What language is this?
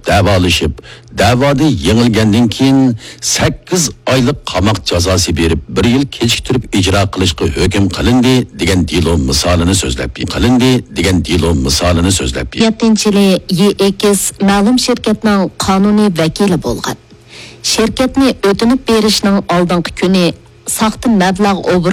Uyghur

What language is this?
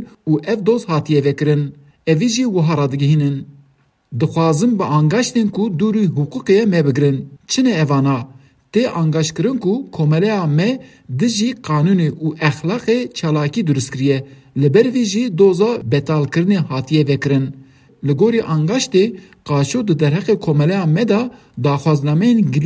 Kurdish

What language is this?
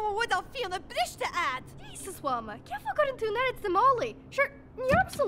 Irish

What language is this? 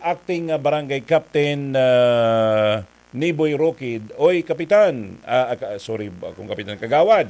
Bikol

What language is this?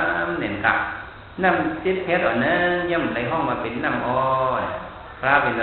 Shan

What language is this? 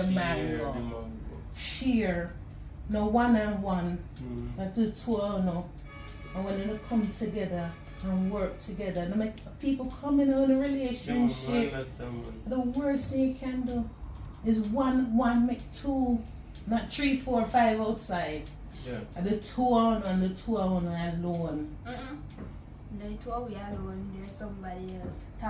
Jamaican Creole English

